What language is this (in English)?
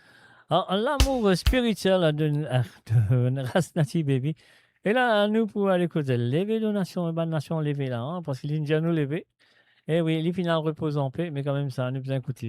Morisyen